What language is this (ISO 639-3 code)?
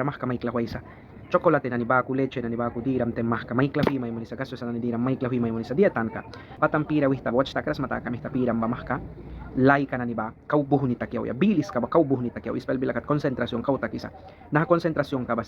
miq